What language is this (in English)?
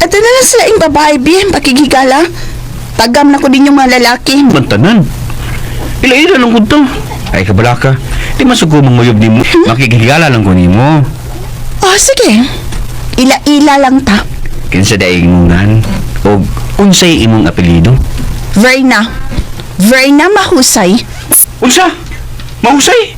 Cebuano